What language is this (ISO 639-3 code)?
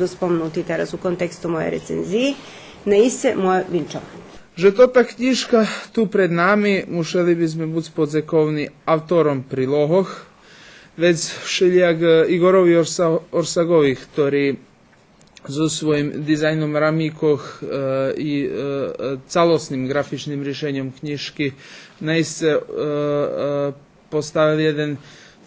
rue